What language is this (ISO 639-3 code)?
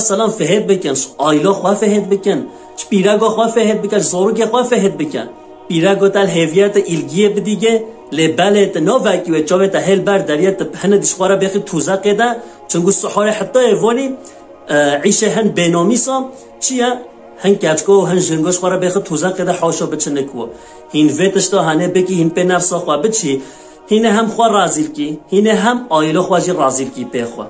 kur